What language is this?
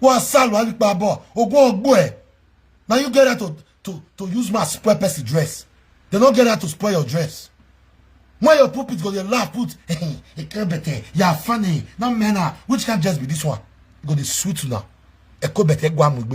Nigerian Pidgin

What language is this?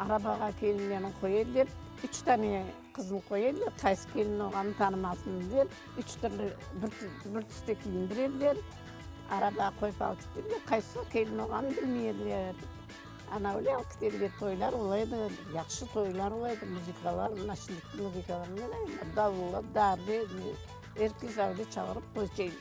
Crimean Tatar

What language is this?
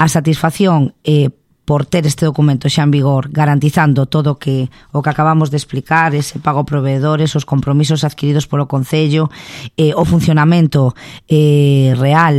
Galician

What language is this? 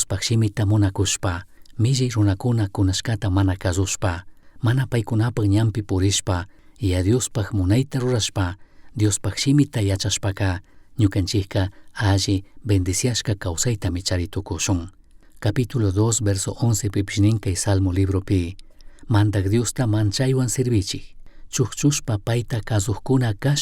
Chimborazo Highland Quichua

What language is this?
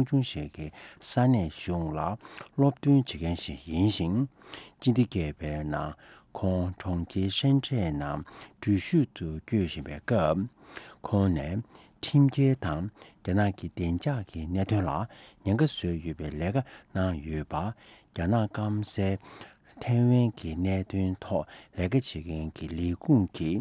Tibetan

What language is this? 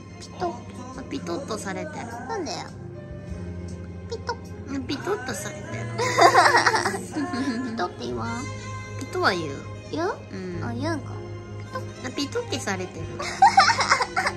Japanese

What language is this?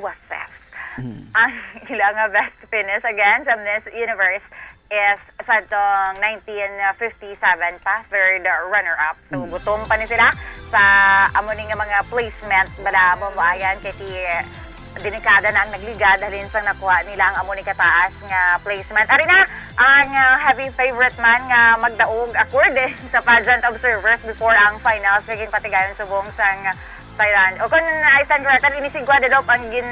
Hiligaynon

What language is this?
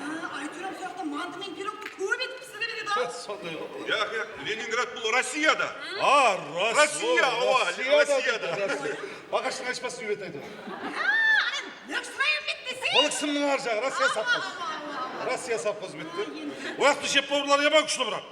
Kara-Kalpak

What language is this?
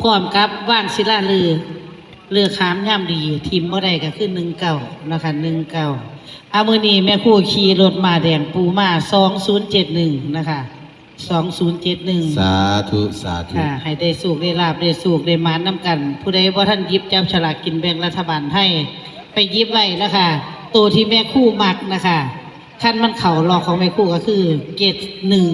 Northeastern Thai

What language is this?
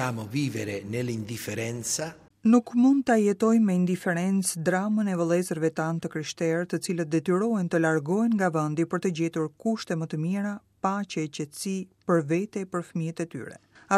Albanian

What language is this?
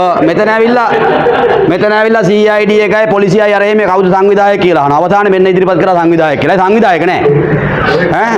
Sinhala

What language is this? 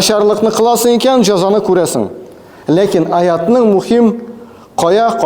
Tatar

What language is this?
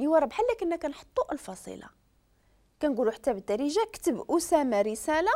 Moroccan Arabic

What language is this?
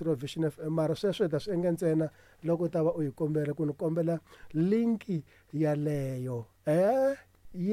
Tsonga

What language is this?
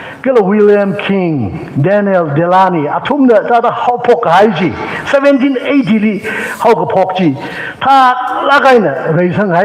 Tangkhul Naga (India)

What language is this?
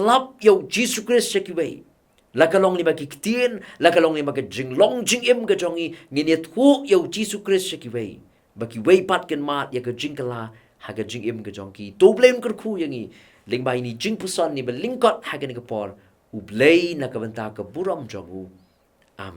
Khasi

